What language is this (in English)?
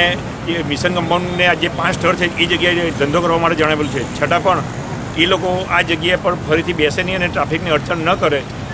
Gujarati